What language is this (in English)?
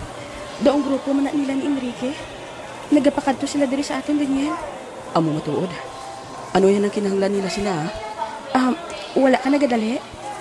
Hiligaynon